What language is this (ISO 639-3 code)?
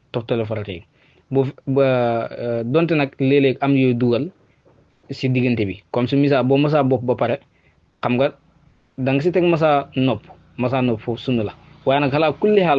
wol